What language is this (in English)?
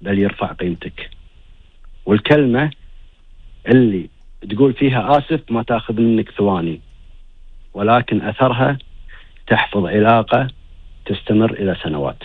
Gulf Arabic